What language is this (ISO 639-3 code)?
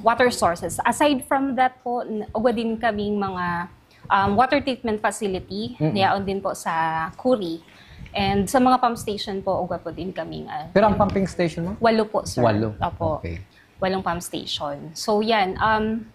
bik